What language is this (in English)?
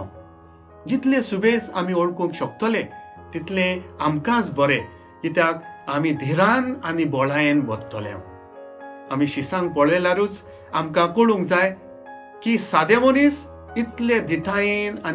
Konkani